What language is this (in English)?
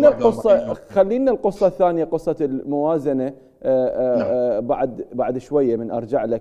Mesopotamian Arabic